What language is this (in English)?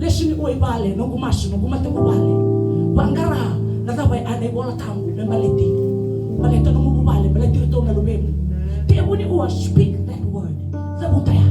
Fijian